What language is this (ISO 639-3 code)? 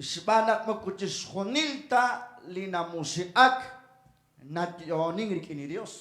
kek